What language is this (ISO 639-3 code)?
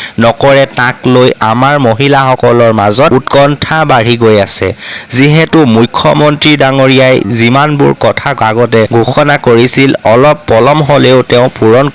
asm